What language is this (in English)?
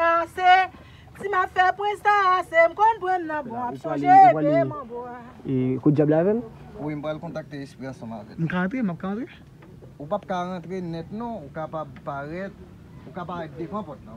Haitian Creole